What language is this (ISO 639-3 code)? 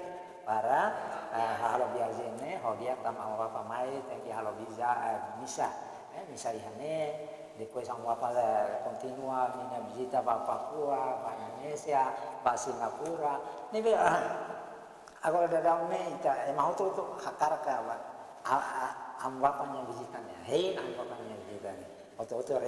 tet